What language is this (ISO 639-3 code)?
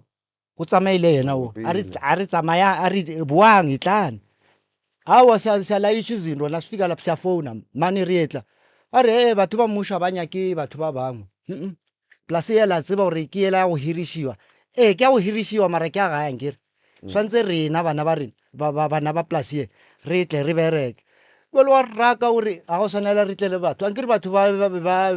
nso